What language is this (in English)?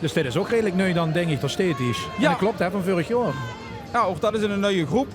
Limburgish